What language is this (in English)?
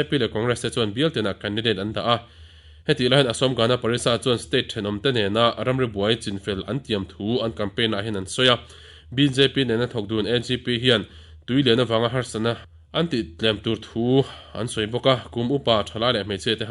Mizo